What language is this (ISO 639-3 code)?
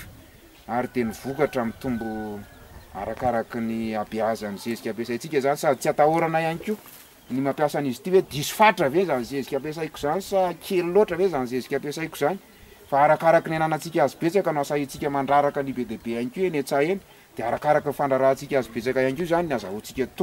mlg